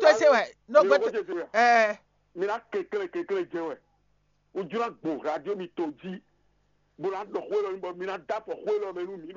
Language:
Fon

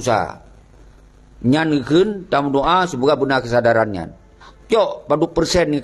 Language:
Achinese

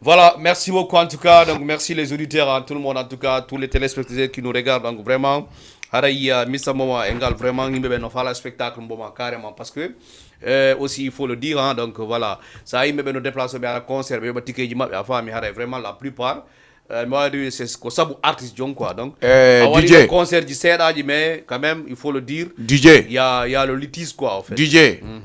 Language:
Fula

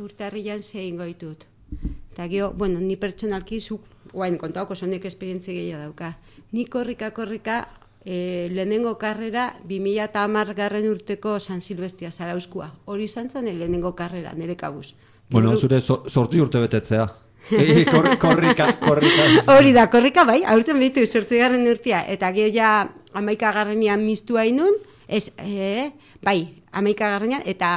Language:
Basque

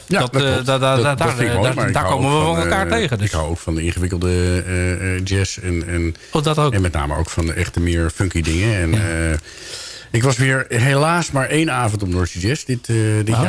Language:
Dutch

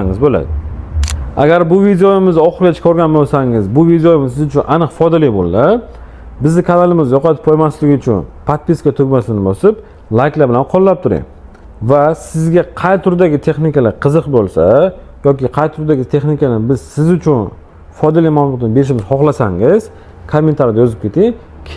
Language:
Uzbek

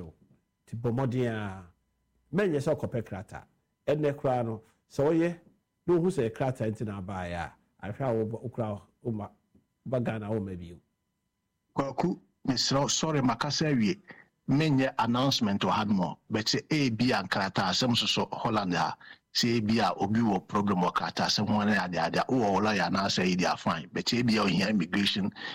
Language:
Akan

